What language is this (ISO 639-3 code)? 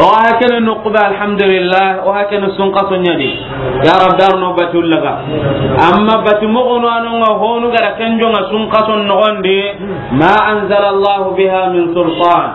snk